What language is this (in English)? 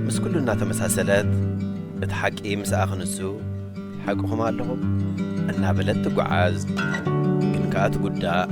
Tigrinya